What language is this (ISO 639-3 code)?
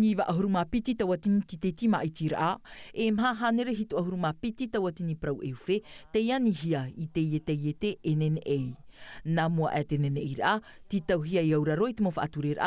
tah